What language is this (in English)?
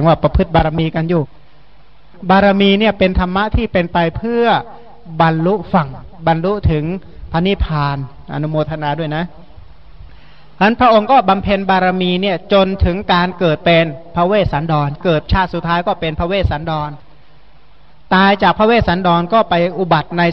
Thai